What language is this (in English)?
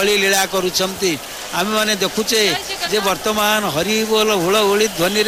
Odia